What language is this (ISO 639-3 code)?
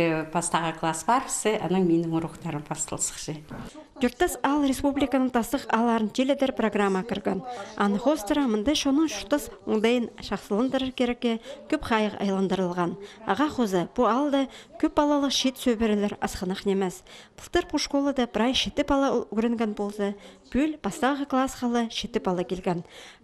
kjh